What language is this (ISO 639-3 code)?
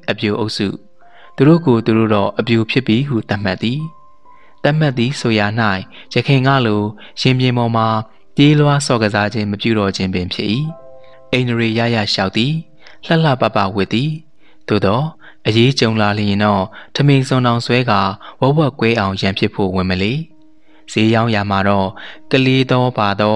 mya